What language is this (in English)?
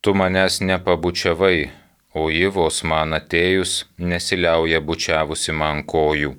Lithuanian